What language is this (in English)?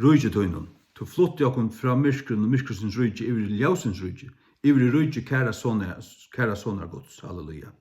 Faroese